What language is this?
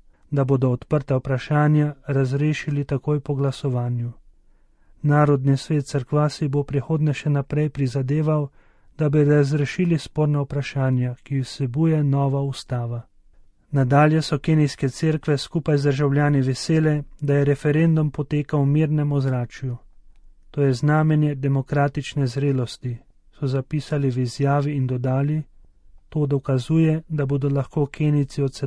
Slovenian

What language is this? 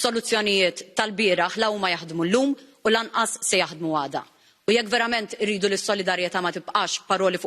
Maltese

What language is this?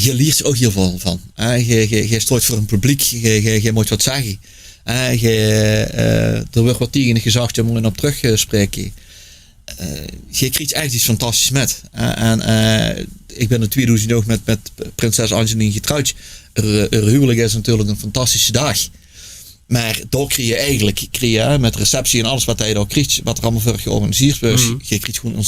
Limburgish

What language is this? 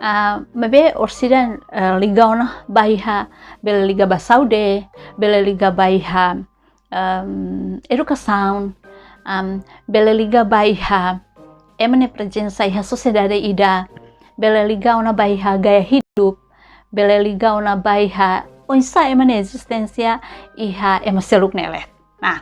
Tetum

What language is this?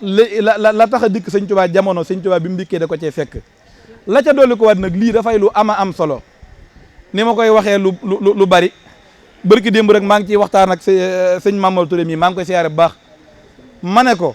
Wolof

